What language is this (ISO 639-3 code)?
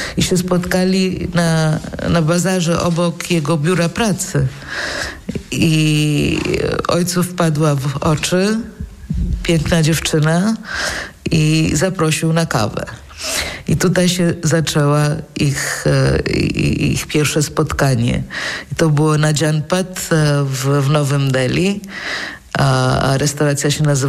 pol